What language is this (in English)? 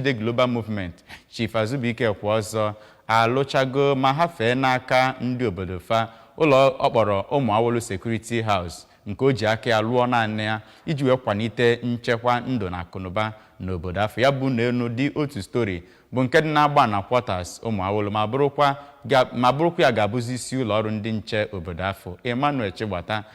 Igbo